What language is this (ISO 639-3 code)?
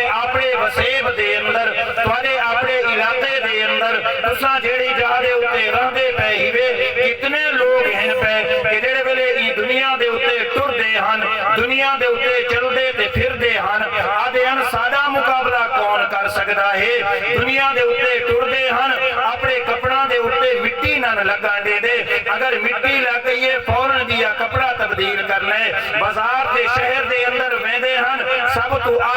skr